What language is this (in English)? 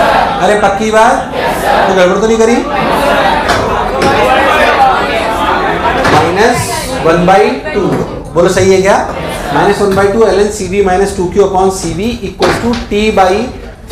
Hindi